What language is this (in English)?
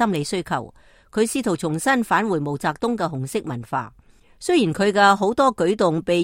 Cantonese